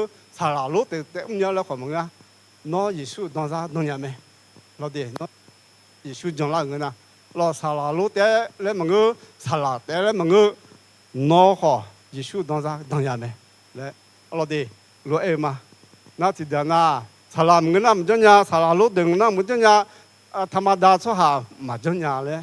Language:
Akha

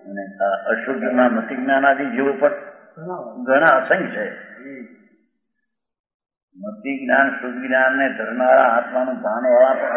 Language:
Gujarati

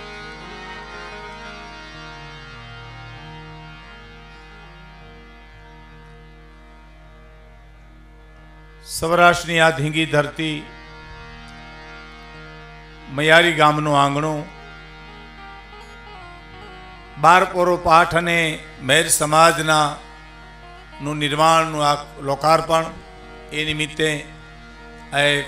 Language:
Gujarati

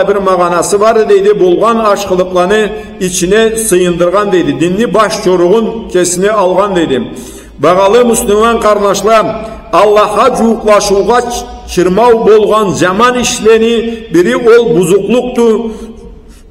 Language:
Karachay-Balkar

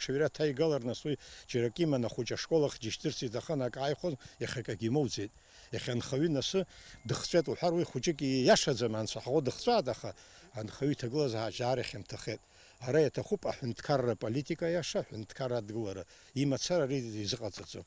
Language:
Abkhazian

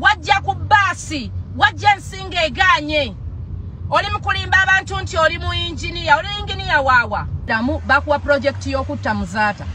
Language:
Ganda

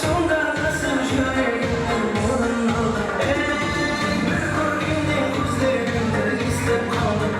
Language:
Kara-Kalpak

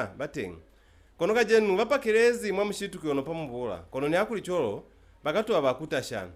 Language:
Lozi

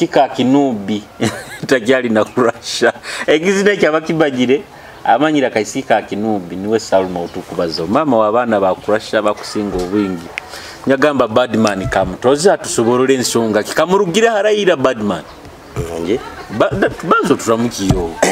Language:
Nyoro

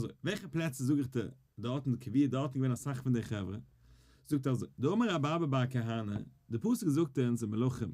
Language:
Yiddish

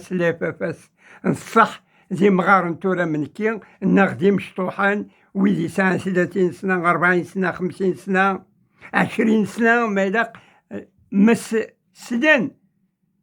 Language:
Kabyle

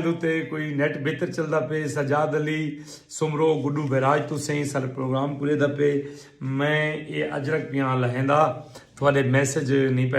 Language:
Saraiki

